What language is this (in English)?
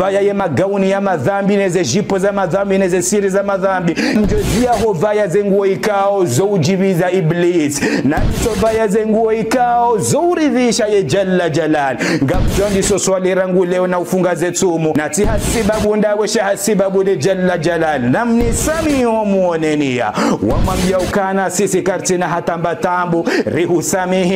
Ngazidja Comorian